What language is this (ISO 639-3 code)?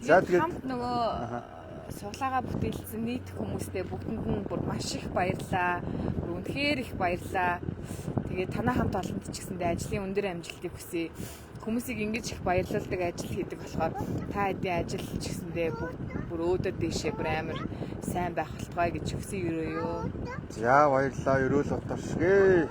mon